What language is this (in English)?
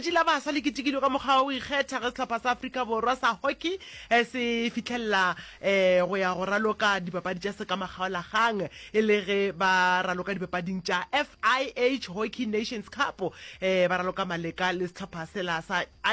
Northern Sotho